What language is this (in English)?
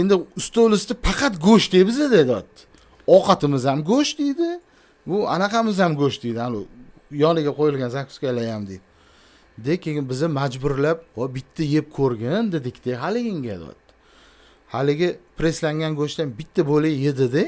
Uzbek